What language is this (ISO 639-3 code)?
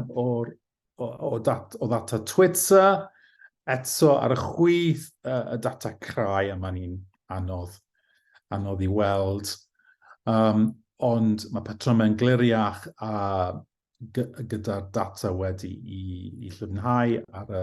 cym